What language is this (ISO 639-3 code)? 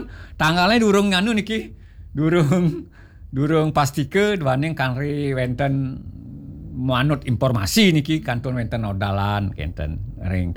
ban